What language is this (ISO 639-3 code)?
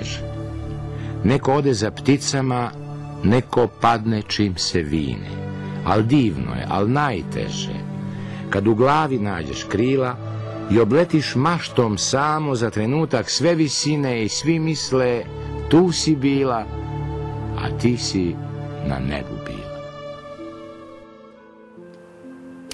srp